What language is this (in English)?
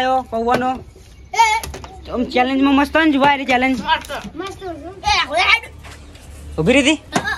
Gujarati